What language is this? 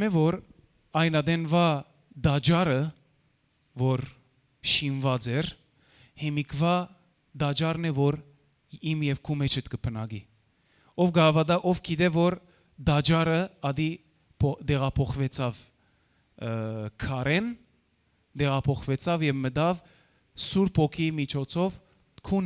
Western Armenian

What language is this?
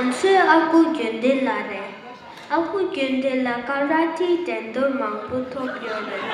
Tibetan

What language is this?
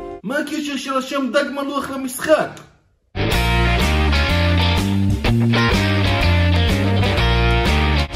Hebrew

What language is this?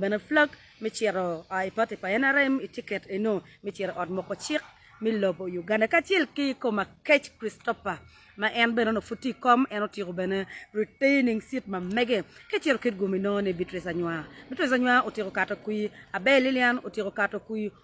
Acoli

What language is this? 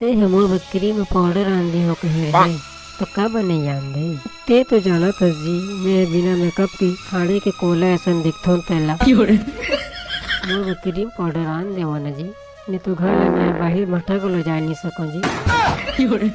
Chhattisgarhi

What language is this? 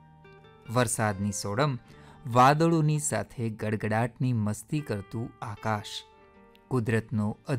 Gujarati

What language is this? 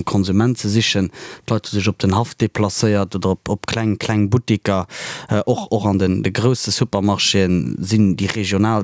Luxembourgish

